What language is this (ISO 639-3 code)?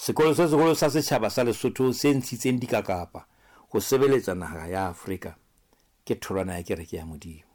sot